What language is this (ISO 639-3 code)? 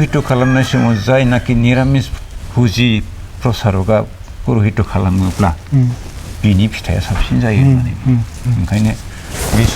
brx